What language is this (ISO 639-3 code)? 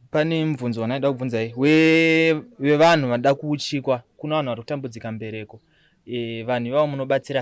sna